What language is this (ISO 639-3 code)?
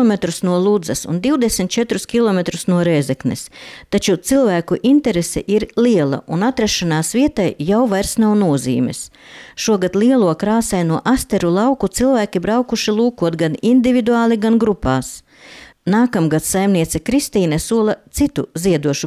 lav